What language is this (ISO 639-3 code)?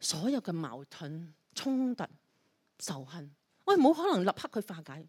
yue